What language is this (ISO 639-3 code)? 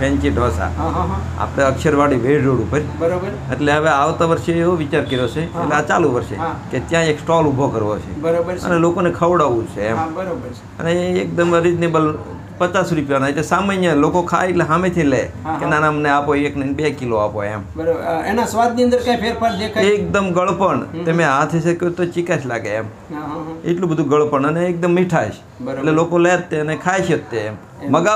guj